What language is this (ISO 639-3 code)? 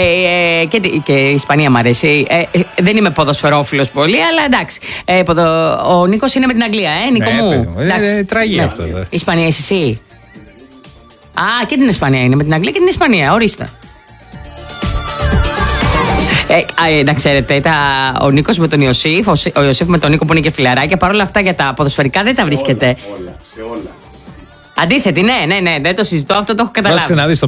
ell